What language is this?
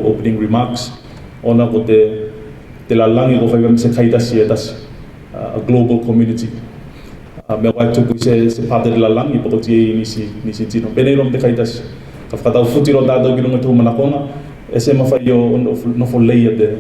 Tuvalu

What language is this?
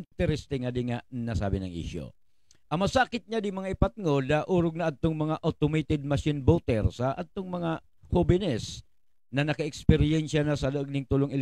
Buhi'non Bikol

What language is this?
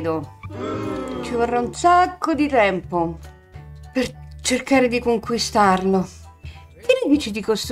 Italian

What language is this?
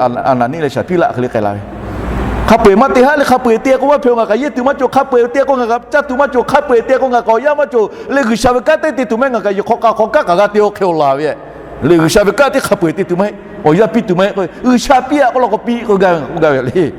Lahu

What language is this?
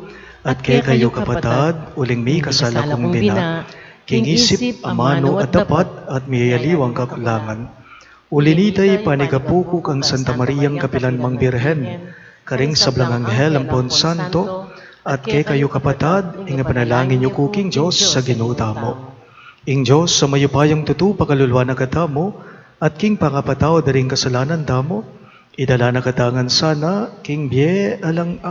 Pampanga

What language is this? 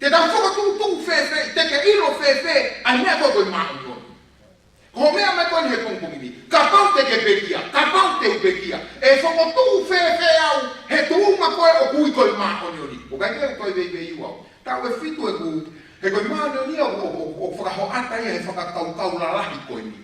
Tongan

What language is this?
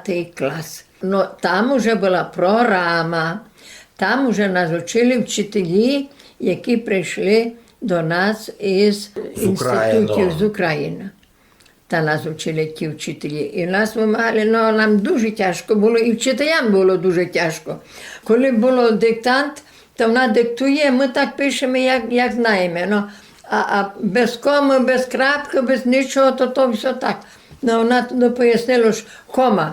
Rusyn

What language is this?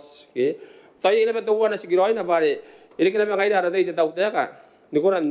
Gilbertese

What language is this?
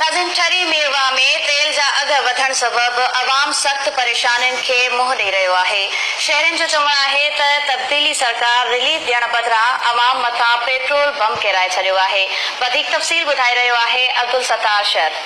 Sindhi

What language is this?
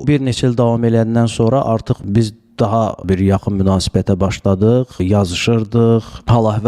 Azerbaijani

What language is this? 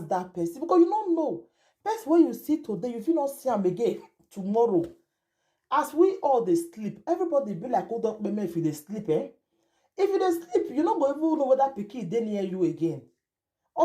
Nigerian Pidgin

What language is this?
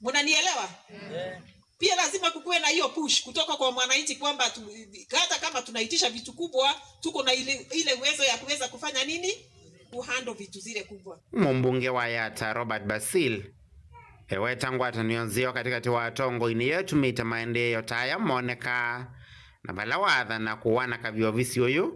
Kamba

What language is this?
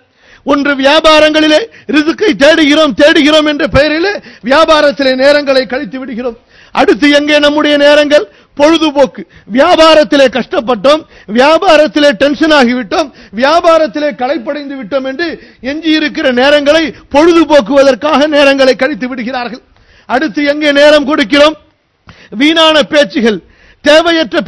Tamil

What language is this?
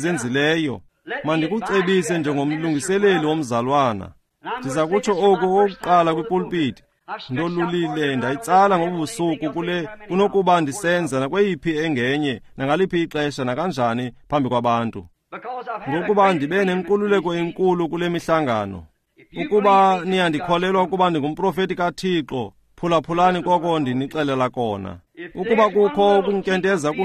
Xhosa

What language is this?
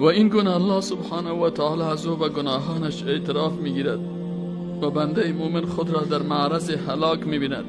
Persian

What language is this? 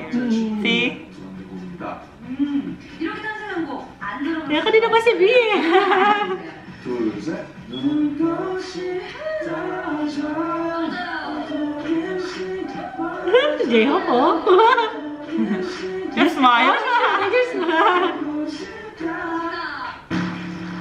Filipino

